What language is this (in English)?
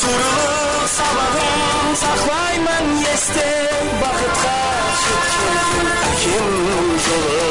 Kara-Kalpak